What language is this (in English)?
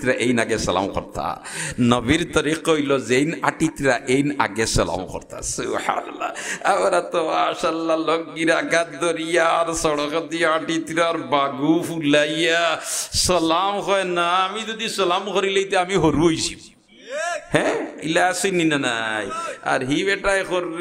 Sylheti